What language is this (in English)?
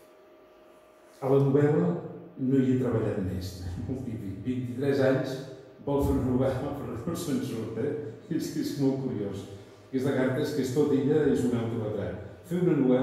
Catalan